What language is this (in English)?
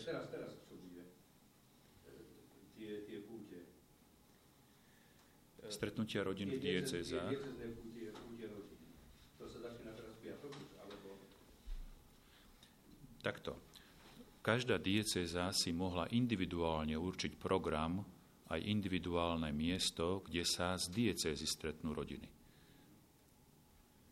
Slovak